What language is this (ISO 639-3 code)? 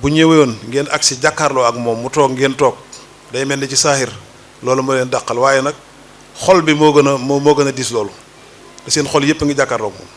wol